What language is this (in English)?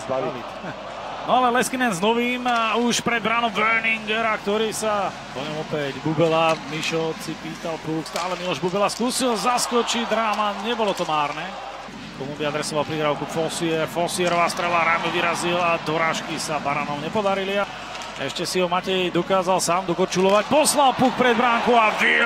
Slovak